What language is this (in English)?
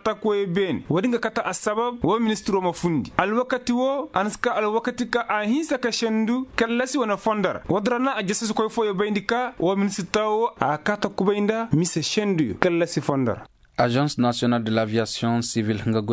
Koyraboro Senni